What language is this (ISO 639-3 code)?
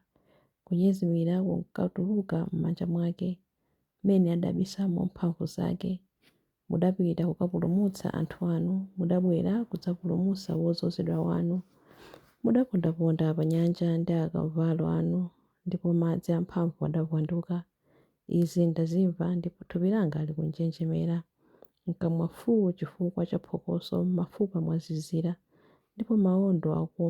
nya